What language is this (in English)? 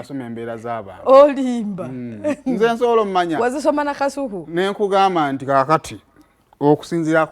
Ganda